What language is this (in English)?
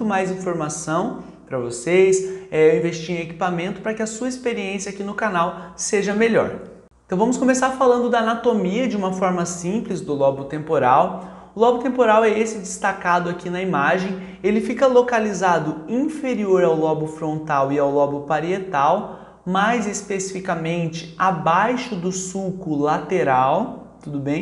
Portuguese